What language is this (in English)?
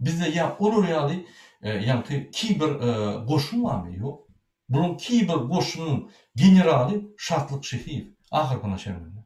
Turkmen